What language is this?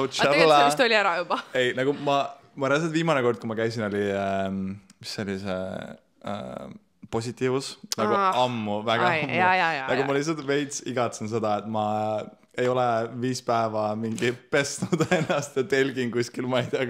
Estonian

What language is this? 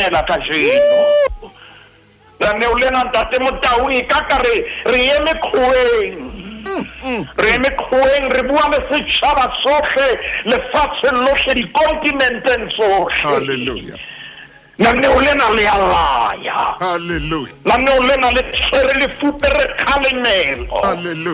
Southern Sotho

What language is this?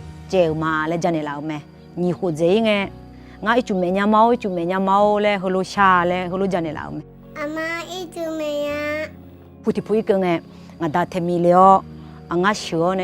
Akha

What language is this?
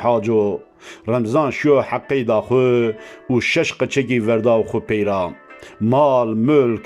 Zaza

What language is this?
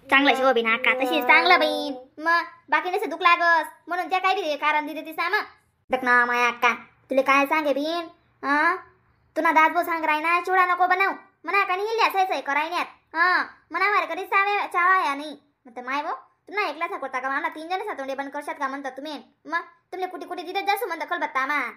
Khandesi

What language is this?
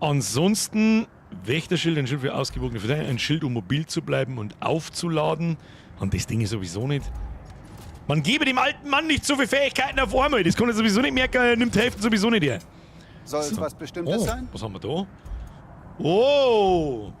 Bavarian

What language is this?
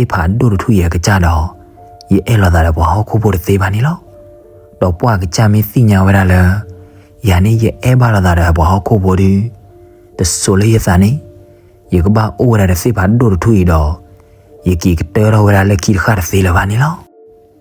S'gaw Karen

